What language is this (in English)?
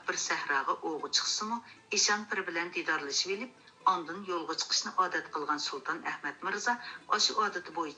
Uyghur